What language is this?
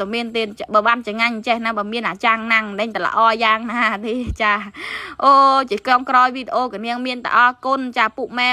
Khmer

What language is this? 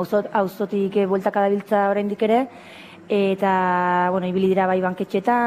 Basque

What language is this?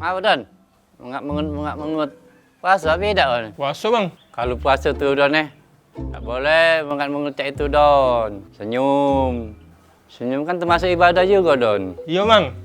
Musi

